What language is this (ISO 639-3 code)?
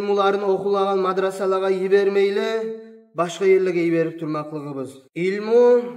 kum